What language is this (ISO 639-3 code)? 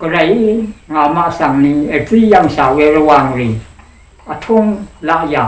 raw